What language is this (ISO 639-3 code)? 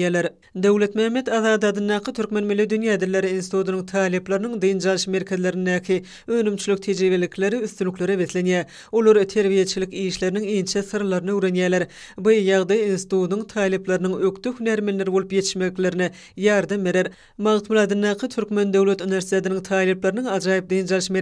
tuk